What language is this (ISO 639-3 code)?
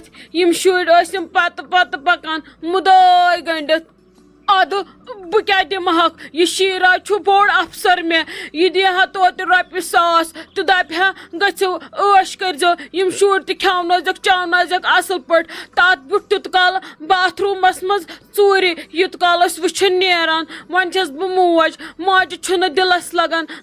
kas